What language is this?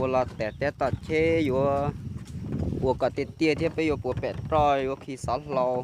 Hmong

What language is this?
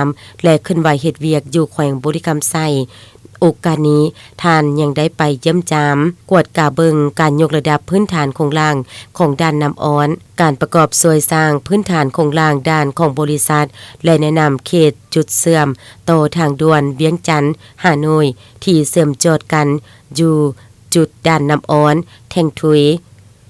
Lao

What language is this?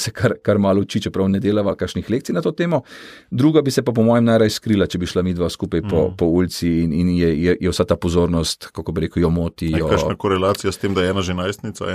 Slovenian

